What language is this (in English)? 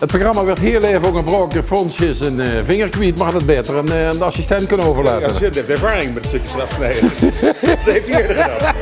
Limburgish